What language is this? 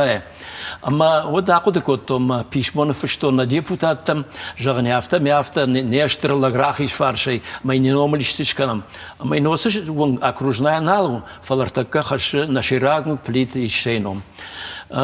Ossetic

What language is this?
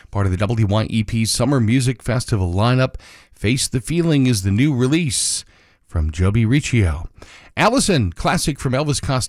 English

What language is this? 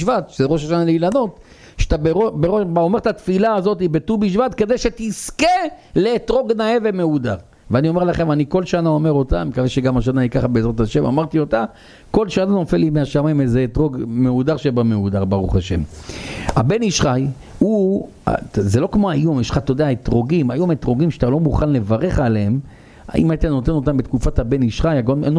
Hebrew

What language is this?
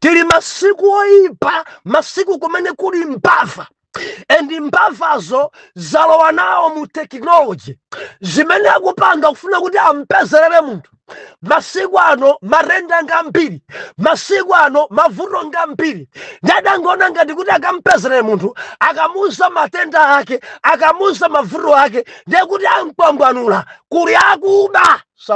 Nyanja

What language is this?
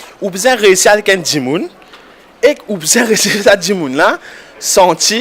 Morisyen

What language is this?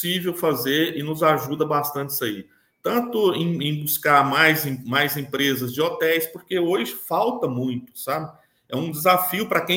Portuguese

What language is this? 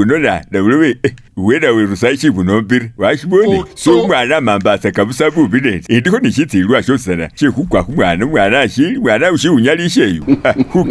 Masaaba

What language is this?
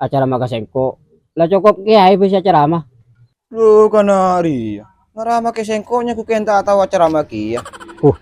Madurese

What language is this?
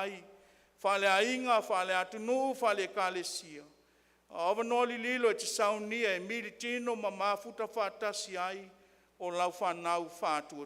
Samoan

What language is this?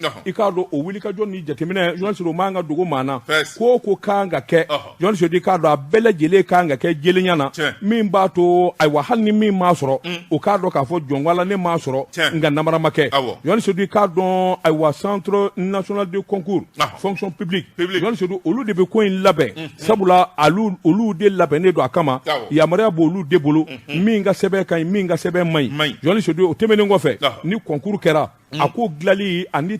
Bambara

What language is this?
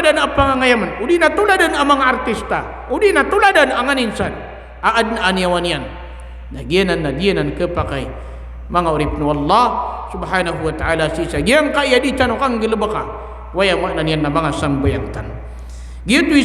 Maranao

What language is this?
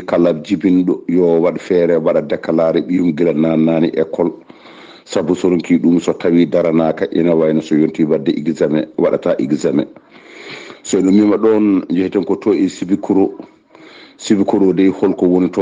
Fula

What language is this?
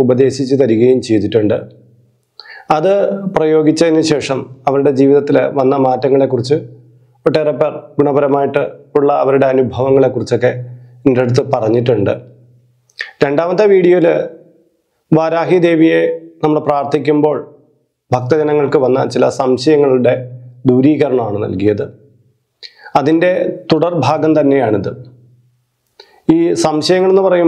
Malayalam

